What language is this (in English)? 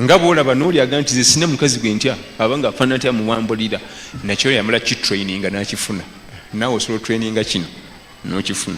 Ganda